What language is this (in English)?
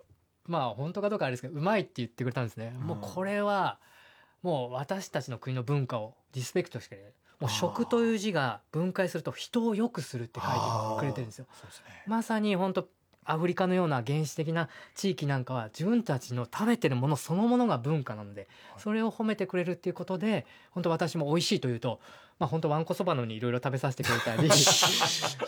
Japanese